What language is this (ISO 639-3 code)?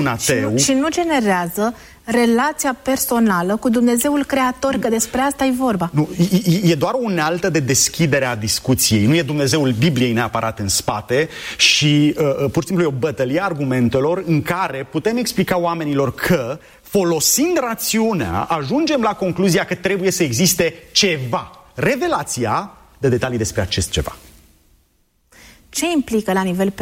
ron